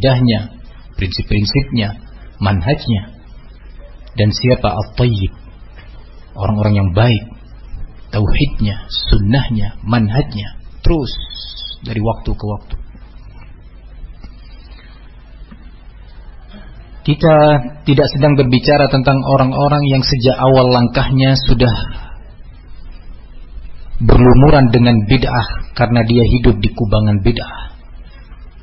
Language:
Indonesian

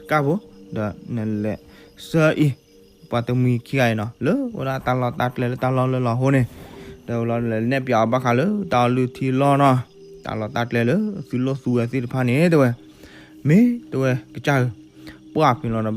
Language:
S'gaw Karen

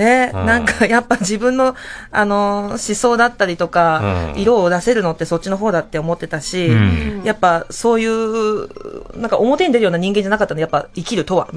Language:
Japanese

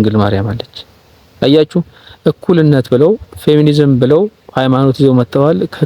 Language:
Amharic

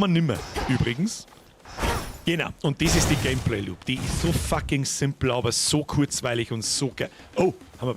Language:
Bavarian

